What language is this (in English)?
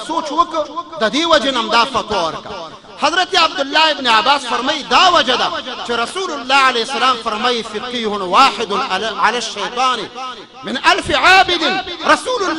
Pashto